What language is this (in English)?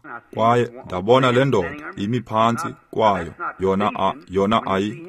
Xhosa